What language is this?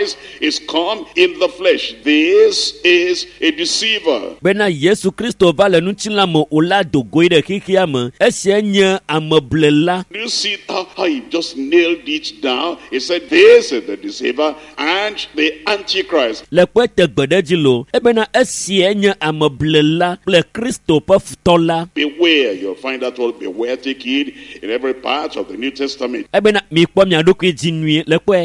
Ewe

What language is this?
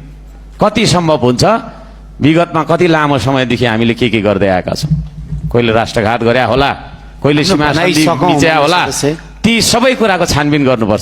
Nepali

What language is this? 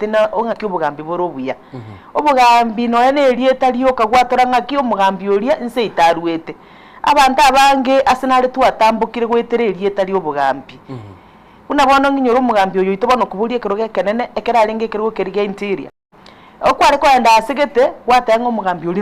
Gusii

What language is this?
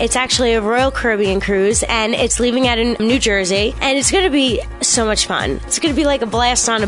English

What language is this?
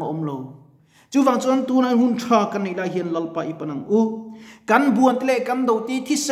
Mizo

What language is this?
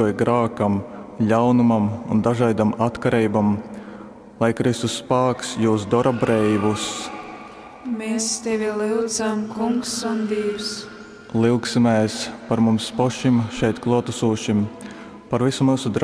Latgalian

